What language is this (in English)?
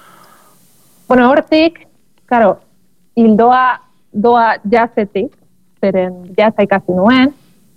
Basque